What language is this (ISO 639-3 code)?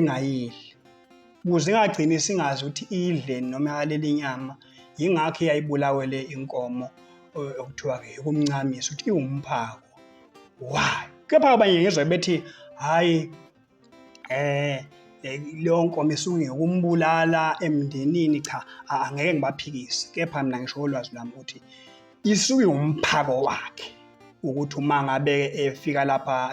zul